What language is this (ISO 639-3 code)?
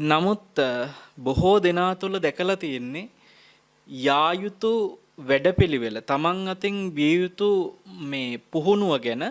sin